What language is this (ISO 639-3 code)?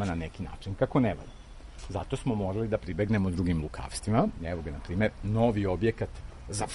srp